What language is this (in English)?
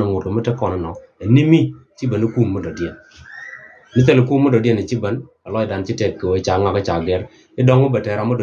Nuer